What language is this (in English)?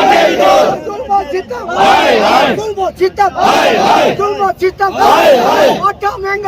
Pahari-Potwari